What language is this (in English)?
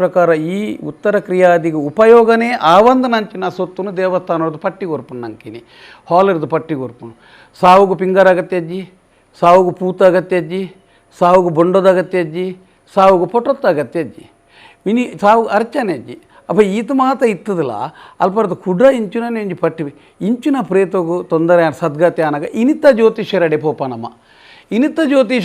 Tulu